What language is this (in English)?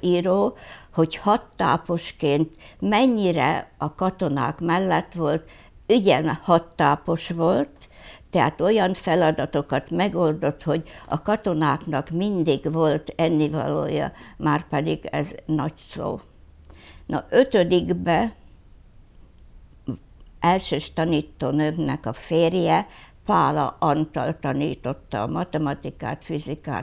Hungarian